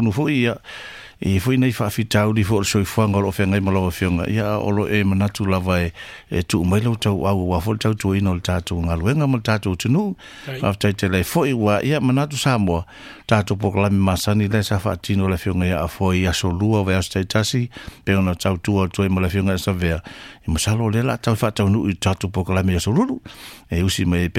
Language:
Samoan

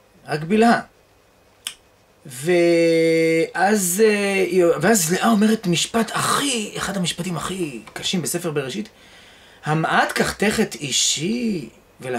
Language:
Hebrew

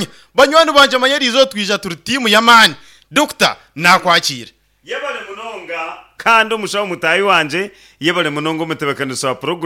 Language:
Nyankole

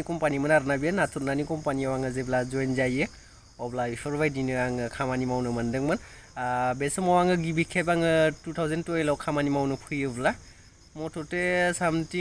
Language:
Bodo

